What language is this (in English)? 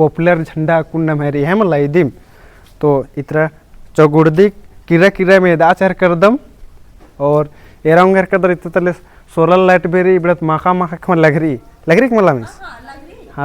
Kurukh